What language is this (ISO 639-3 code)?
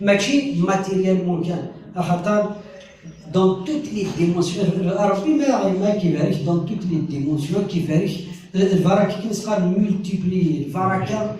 kab